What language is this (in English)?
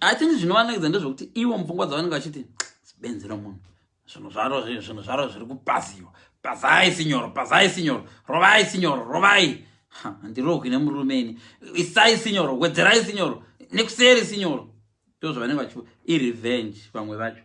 Shona